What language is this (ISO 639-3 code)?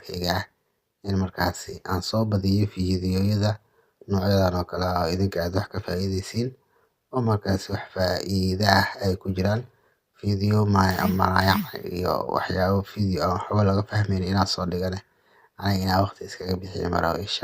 som